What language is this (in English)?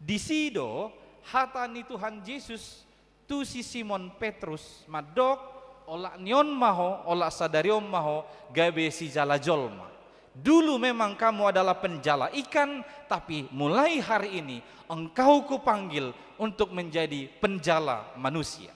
Batak Toba